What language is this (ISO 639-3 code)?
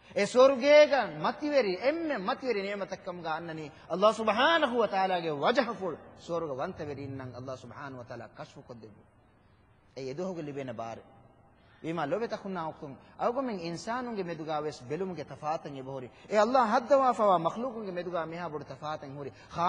div